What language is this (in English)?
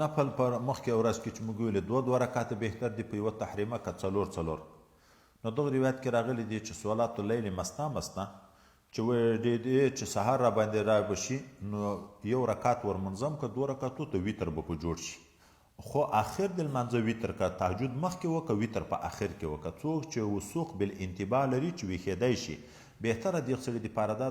Pashto